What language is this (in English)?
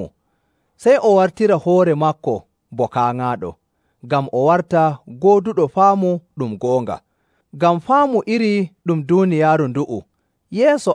Nigerian Fulfulde